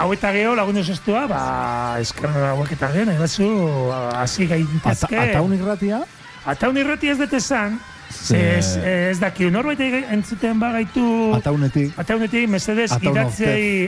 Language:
Basque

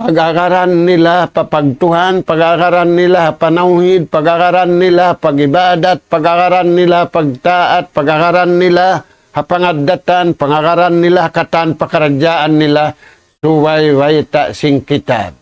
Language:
Tausug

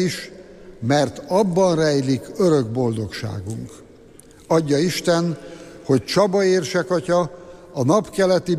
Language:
Hungarian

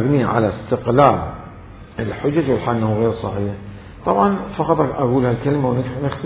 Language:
Mesopotamian Arabic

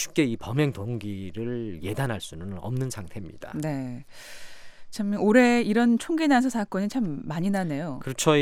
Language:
Korean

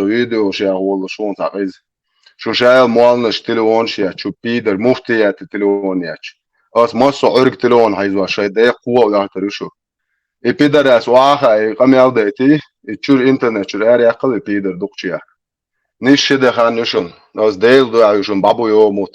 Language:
Chechen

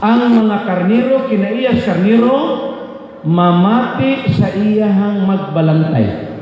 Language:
Cebuano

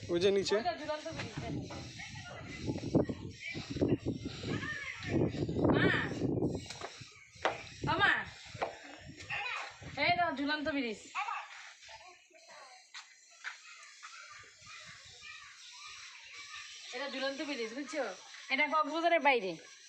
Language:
Bangla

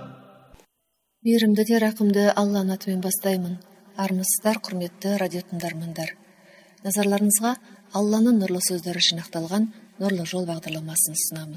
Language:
Kazakh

